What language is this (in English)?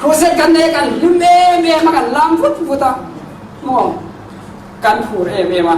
Mizo